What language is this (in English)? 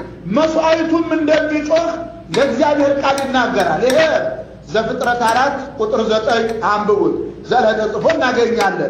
Amharic